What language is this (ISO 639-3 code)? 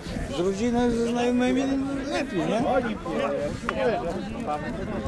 pol